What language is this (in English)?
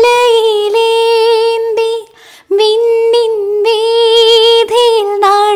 Malayalam